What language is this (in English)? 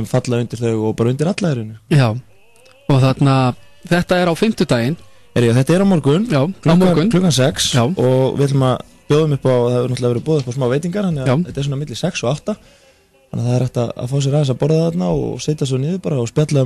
Icelandic